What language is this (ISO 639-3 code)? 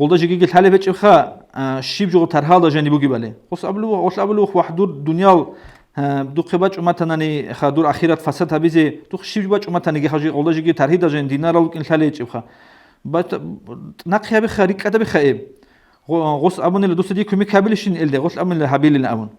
ava